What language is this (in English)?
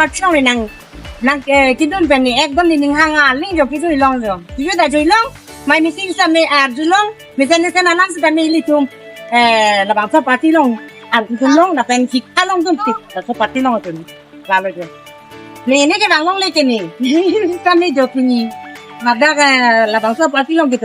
Karbi